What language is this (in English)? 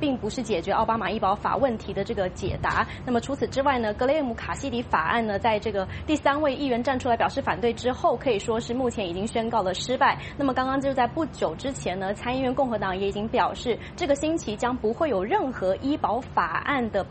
Chinese